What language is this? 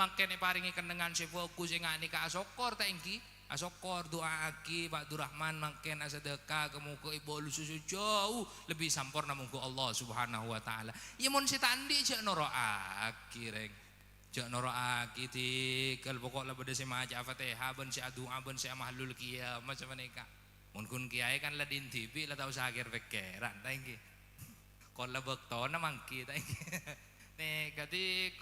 Madurese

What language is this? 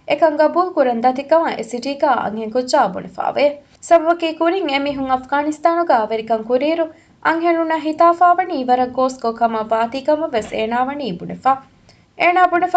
Divehi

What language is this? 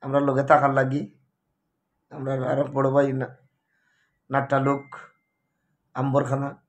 Sylheti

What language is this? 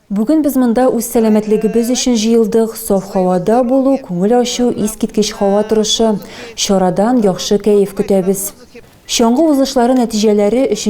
Tatar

